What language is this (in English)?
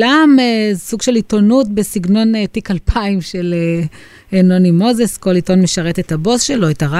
Hebrew